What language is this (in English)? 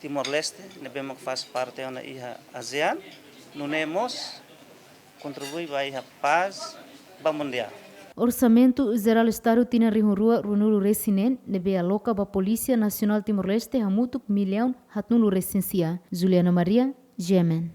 Tetum